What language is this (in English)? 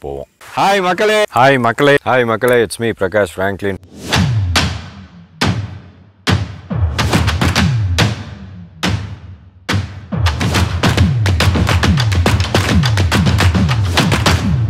Tamil